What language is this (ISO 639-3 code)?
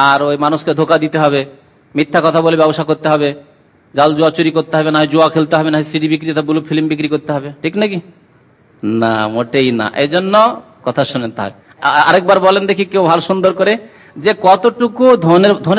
ben